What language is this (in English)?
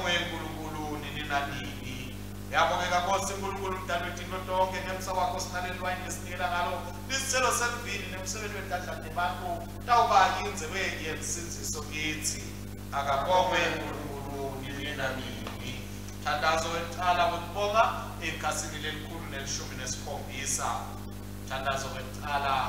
Swati